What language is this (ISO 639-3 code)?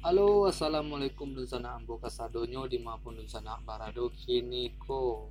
min